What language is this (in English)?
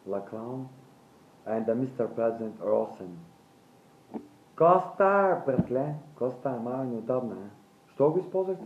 Bulgarian